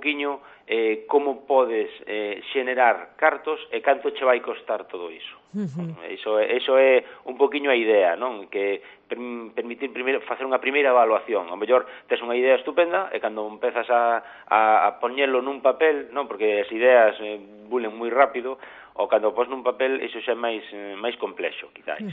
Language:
Galician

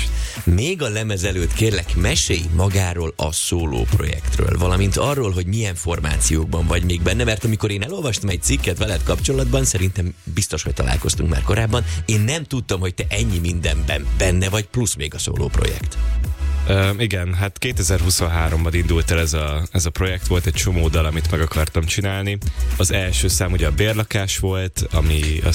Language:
Hungarian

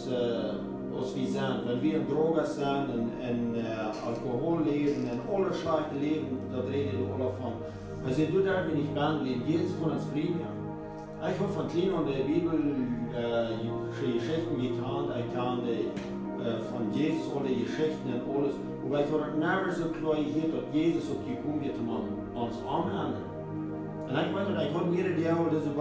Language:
Plautdietsch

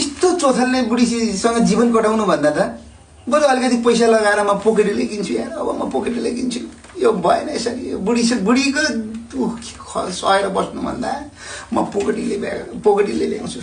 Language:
Nepali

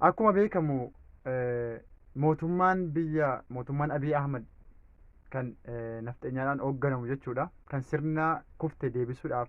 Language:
Oromo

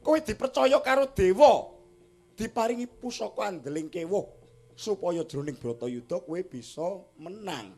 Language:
Javanese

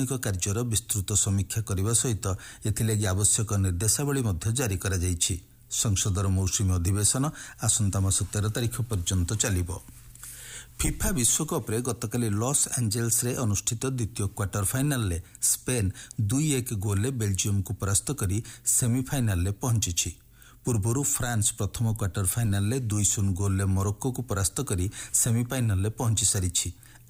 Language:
Odia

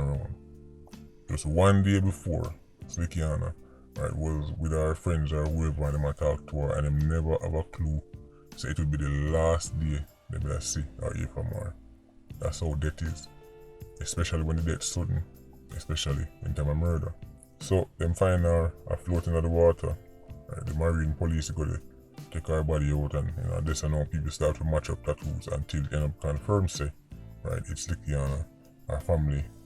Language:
Jamaican Creole English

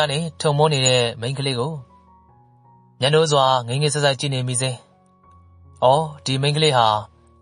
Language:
Burmese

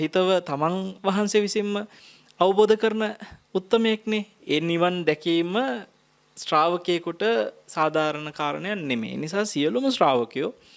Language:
Sinhala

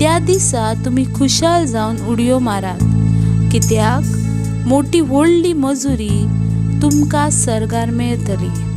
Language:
Konkani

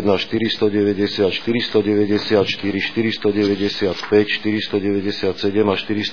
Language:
Slovak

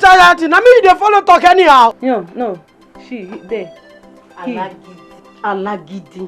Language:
Nigerian Pidgin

